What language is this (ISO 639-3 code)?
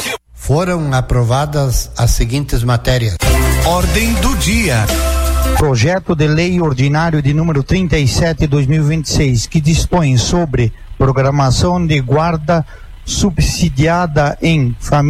por